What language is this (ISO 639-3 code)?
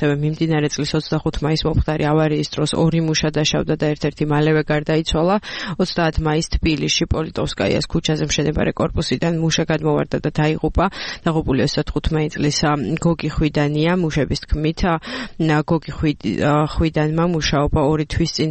kat